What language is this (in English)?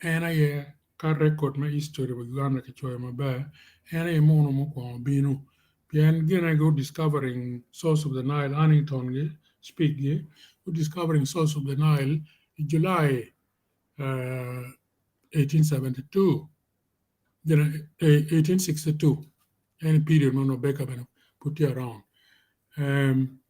Acoli